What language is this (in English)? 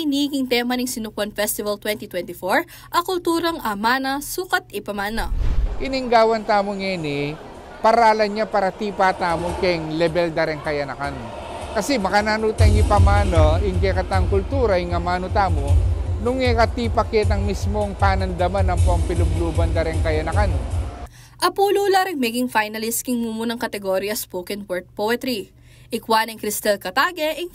Pampanga